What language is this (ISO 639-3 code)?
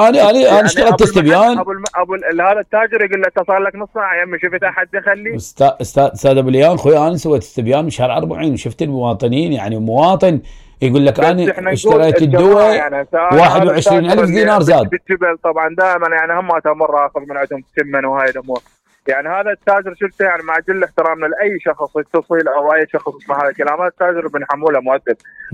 acm